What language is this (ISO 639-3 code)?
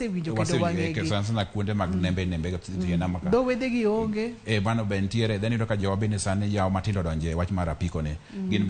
luo